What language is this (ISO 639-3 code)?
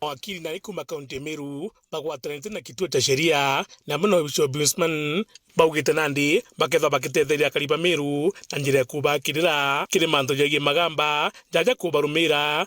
mer